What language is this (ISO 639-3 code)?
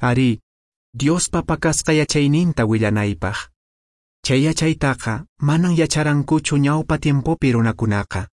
que